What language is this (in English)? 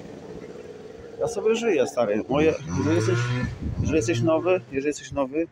Polish